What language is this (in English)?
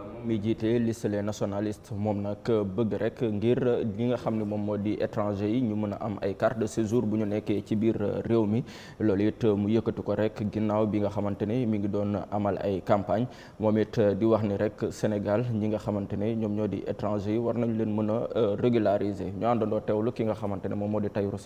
Wolof